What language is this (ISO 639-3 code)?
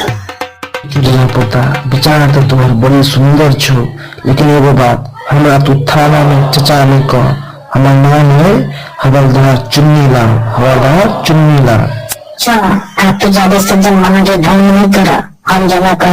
mai